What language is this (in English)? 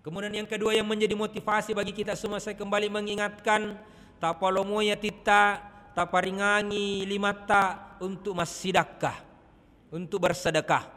Buginese